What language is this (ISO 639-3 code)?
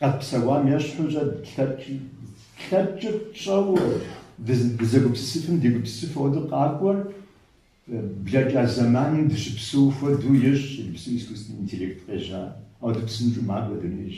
kbd